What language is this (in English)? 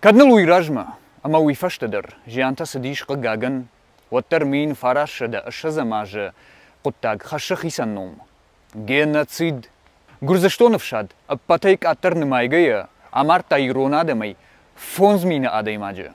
Ossetic